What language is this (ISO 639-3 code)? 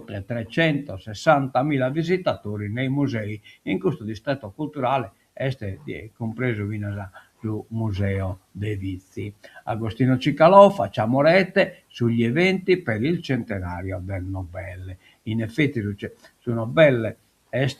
srd